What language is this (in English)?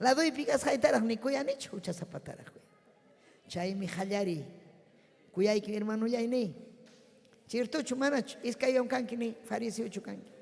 Ayacucho Quechua